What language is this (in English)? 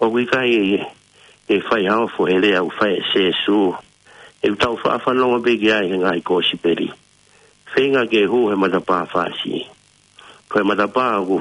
Tongan